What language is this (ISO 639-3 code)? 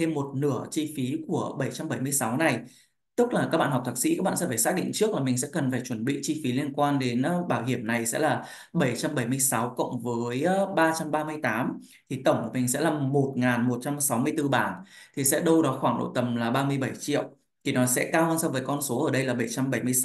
vie